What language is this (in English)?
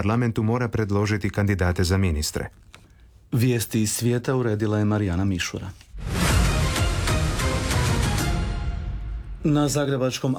Croatian